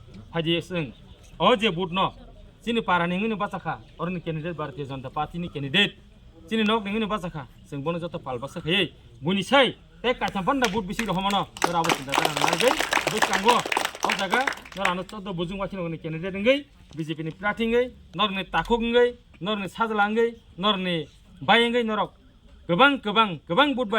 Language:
Kok Borok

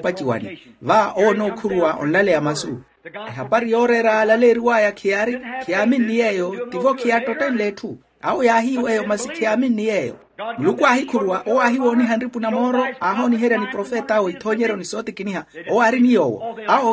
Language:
Makhuwa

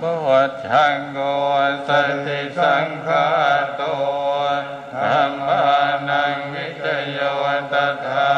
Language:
Pali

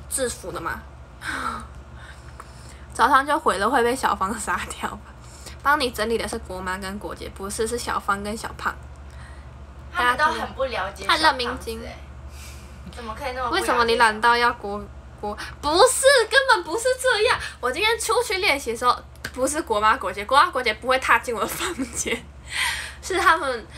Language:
Chinese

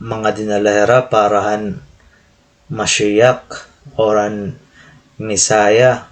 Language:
Waray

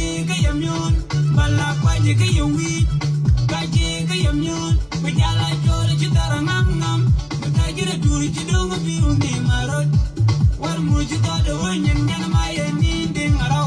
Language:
Nuer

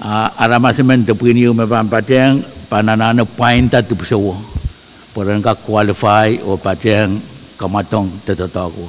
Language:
Pohnpeian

